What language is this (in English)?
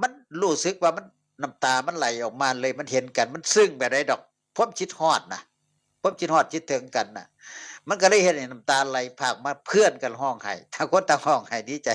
Northeastern Thai